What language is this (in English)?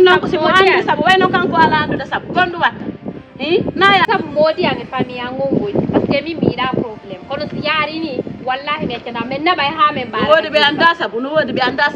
Fula